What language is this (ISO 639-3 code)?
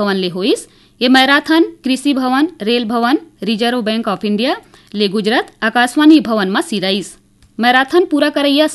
hne